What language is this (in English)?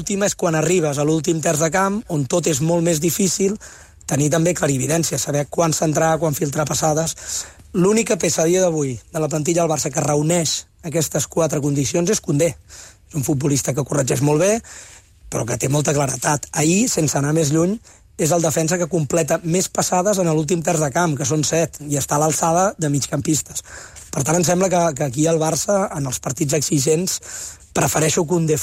Catalan